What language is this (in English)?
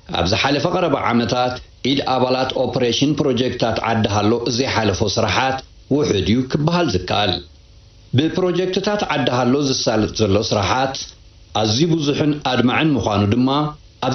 Tigrinya